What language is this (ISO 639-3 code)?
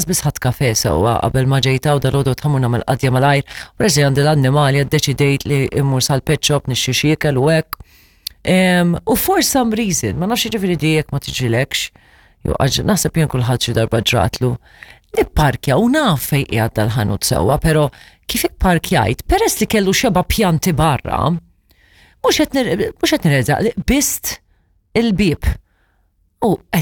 mlt